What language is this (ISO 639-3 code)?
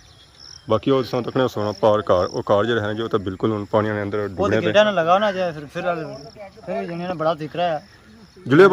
phr